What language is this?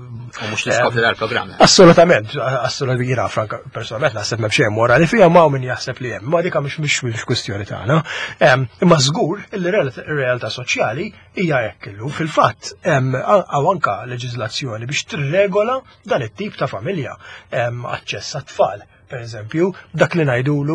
Maltese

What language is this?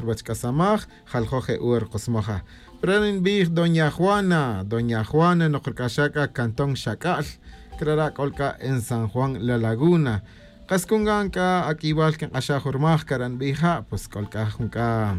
Tz'utujil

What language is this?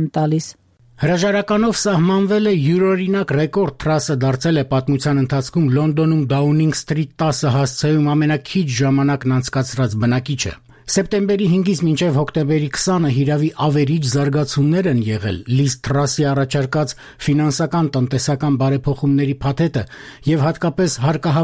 Armenian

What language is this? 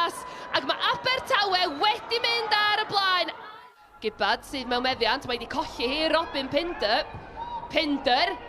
Welsh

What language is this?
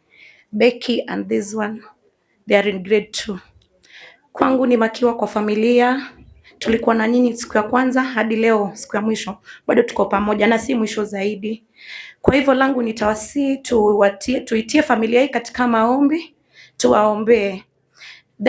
Luo (Kenya and Tanzania)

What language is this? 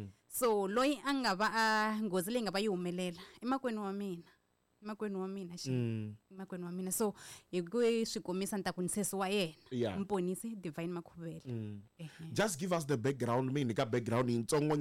Tsonga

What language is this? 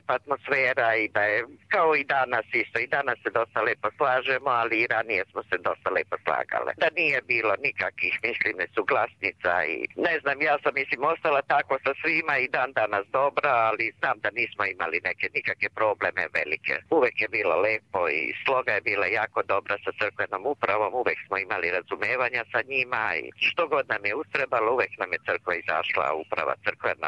Serbian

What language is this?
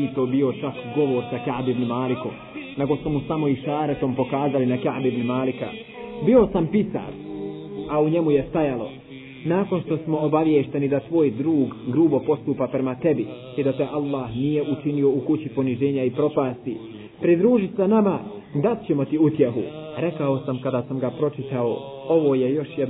Bosnian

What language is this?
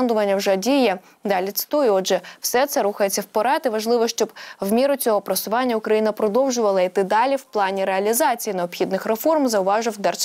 Ukrainian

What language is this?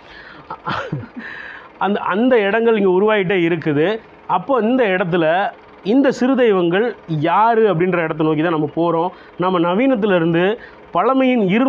Tamil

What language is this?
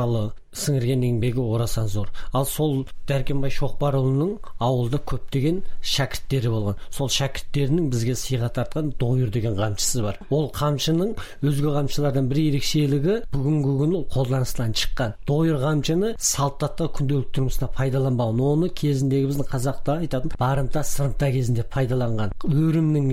Kazakh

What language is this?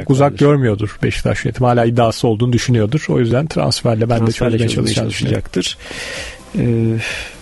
Turkish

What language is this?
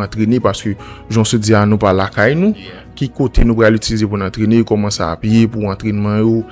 Haitian Creole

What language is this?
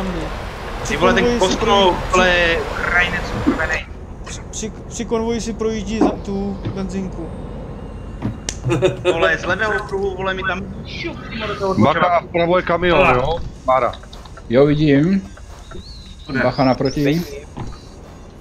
Czech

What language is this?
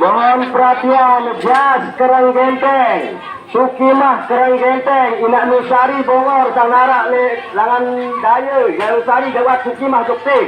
Sasak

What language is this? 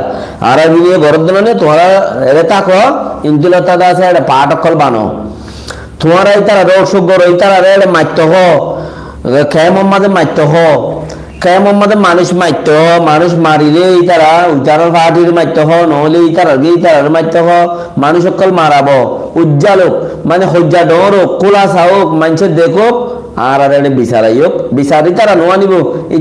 Rohingya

